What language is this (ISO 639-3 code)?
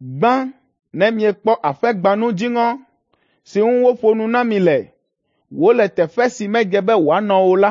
ewe